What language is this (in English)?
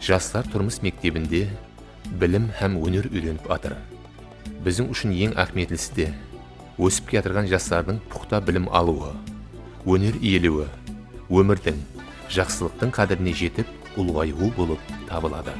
Kara-Kalpak